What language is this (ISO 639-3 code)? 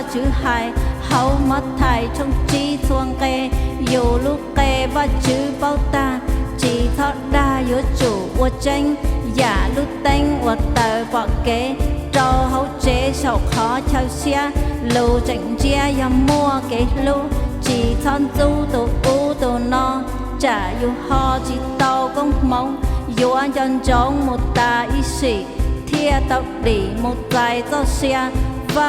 hmn